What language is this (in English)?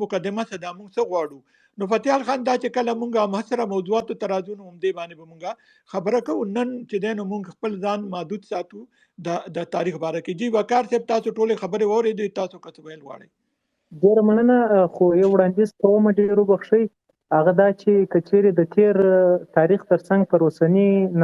Pashto